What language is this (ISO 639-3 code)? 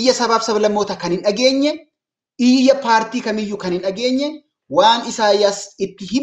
orm